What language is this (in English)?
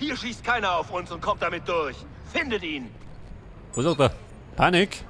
Bavarian